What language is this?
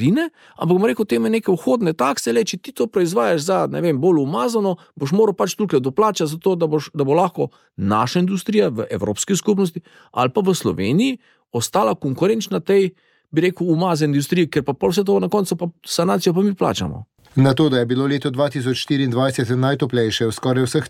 Slovenian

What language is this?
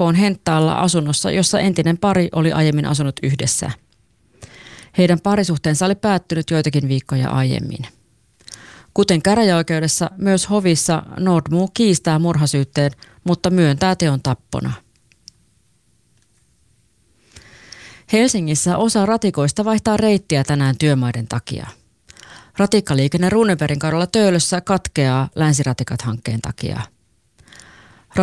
Finnish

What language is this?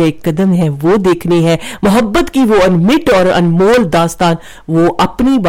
Urdu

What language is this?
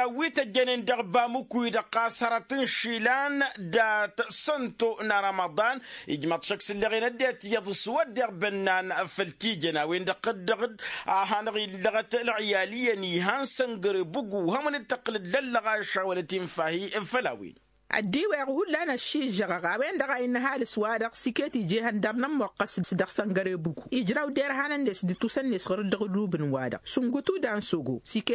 Tamasheq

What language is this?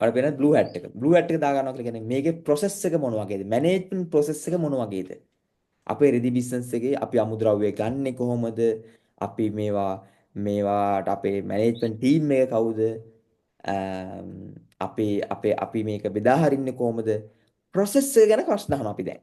Sinhala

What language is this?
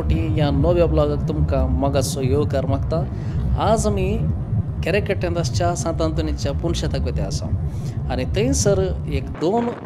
Konkani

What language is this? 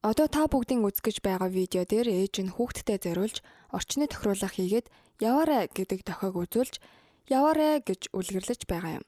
Mongolian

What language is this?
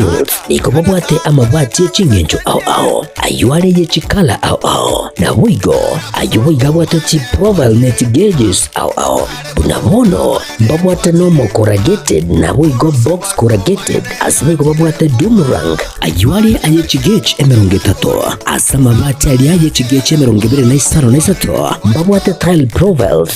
Gusii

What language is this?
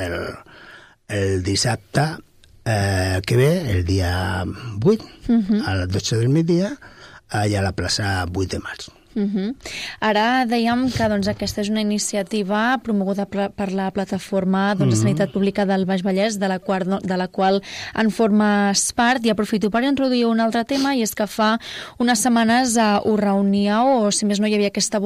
Catalan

